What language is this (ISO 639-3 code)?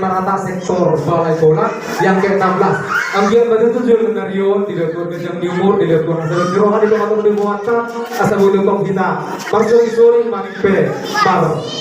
bbc